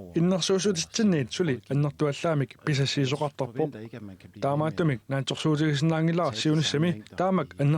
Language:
Kalaallisut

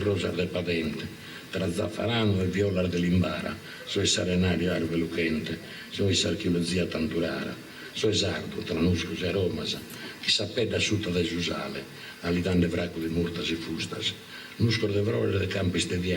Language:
Sardinian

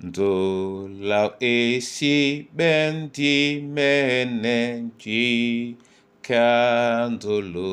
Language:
Duala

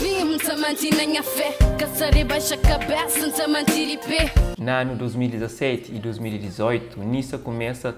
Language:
Kabuverdianu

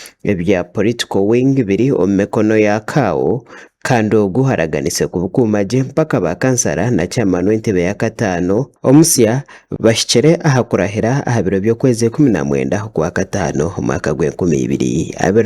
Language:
Nyankole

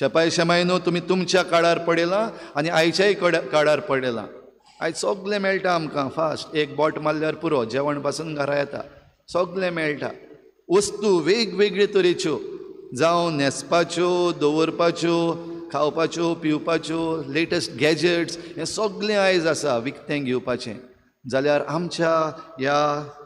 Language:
Konkani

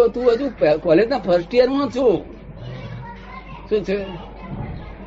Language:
Gujarati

